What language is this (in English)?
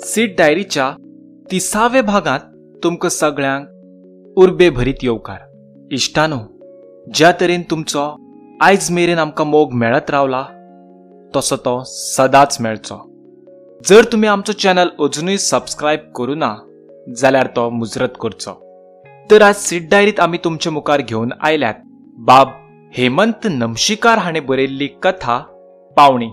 Konkani